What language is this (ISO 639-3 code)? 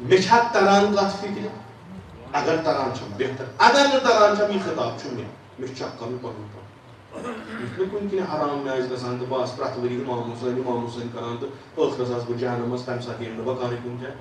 kas